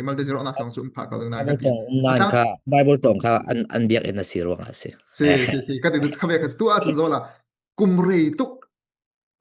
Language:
Falam Chin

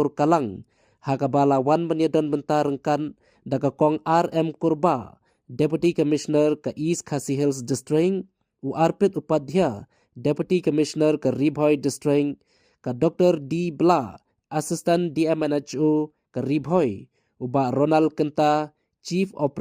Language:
Khasi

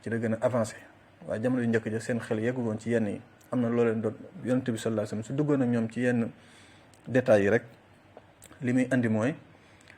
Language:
Wolof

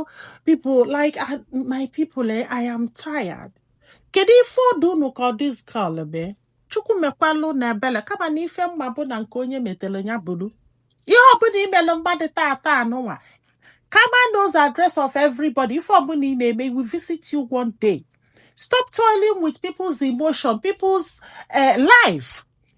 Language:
Igbo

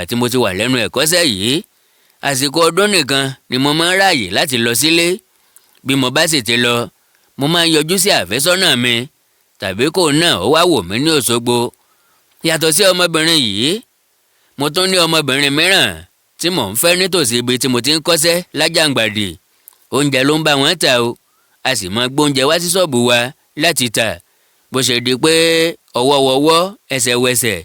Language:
Yoruba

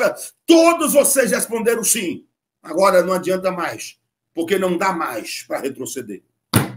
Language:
Portuguese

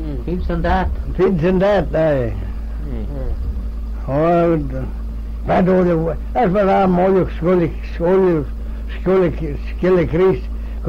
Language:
Manx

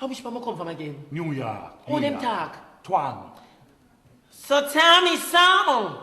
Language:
Jamaican Creole English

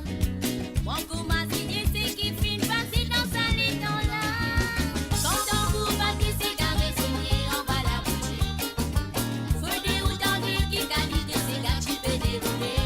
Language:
Morisyen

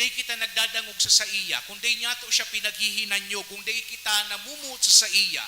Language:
Bikol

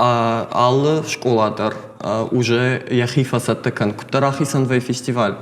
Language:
Ossetic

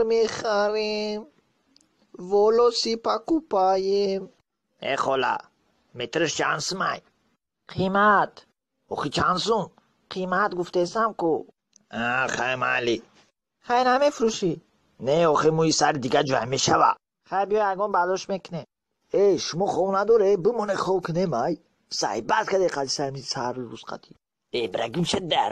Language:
Tajik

